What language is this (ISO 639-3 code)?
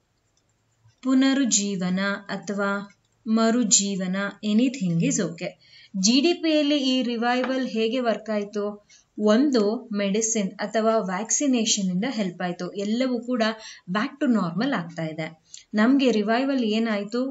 kan